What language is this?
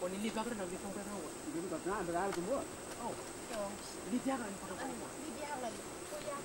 Malay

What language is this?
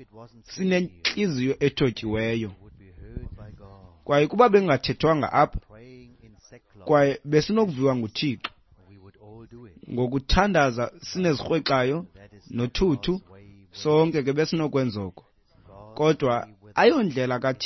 Xhosa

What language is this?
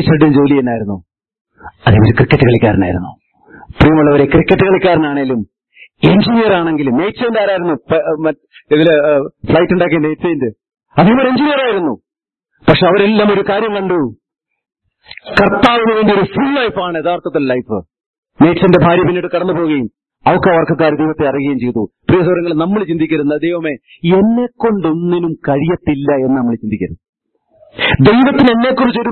Malayalam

